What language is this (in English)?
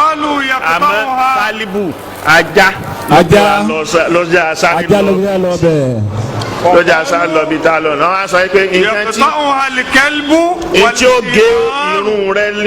Yoruba